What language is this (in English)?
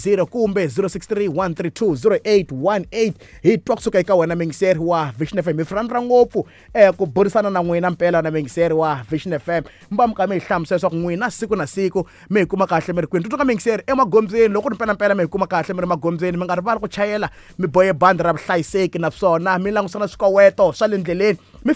Tsonga